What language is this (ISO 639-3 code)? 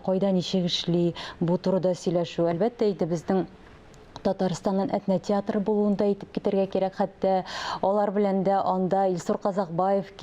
tat